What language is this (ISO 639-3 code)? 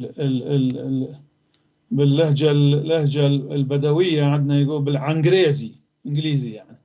apc